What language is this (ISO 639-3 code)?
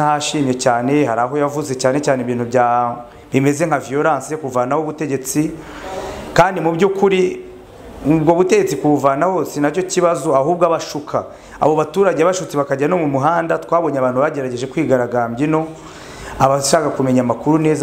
kin